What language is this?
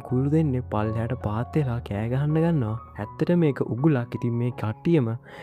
Sinhala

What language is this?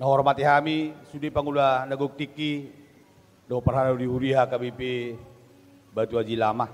Batak Toba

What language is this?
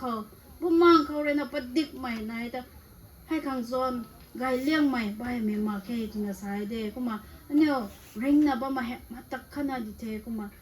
Rongmei Naga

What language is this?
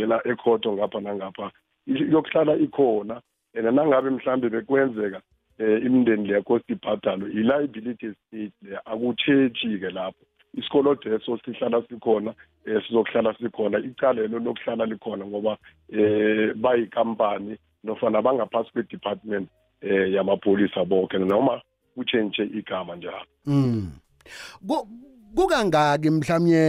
South Ndebele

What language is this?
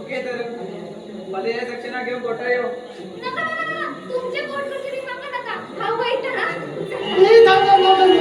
Konkani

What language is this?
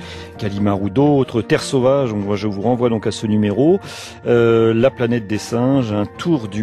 French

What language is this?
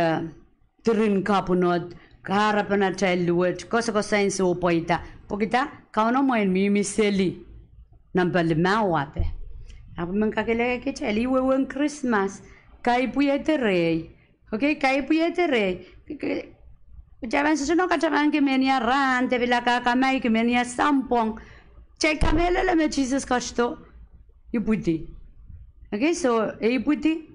Pohnpeian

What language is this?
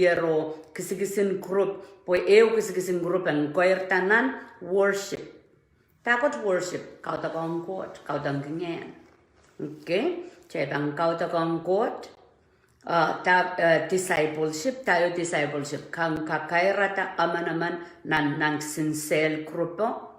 Pohnpeian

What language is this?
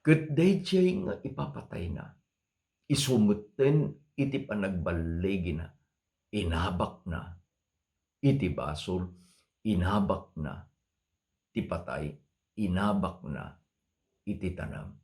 Iloko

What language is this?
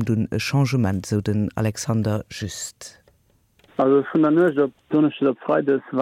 Luxembourgish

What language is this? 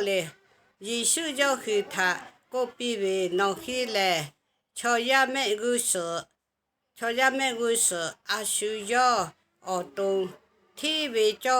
Lahu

